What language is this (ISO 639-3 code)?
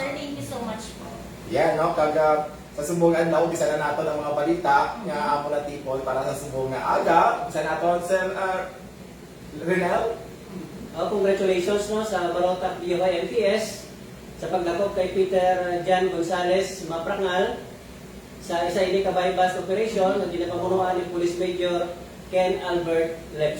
hil